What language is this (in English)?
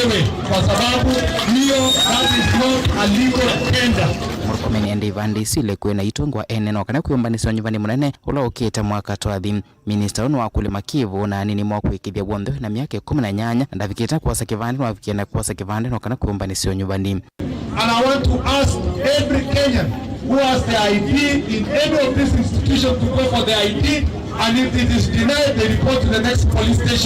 Kamba